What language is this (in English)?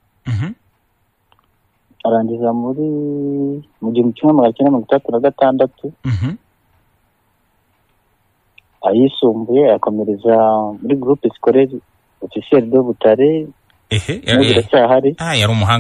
Kinyarwanda